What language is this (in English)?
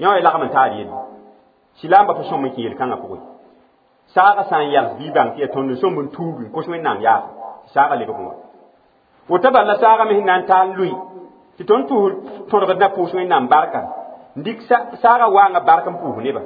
Mossi